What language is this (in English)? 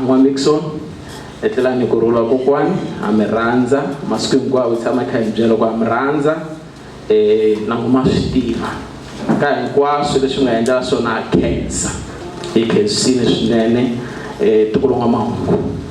Tsonga